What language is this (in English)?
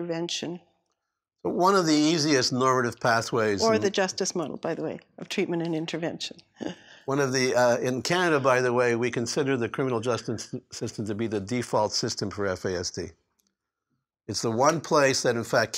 English